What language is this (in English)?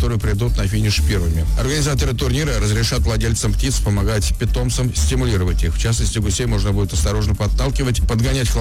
Russian